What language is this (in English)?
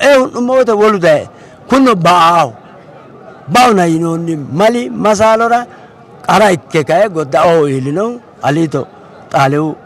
Sidamo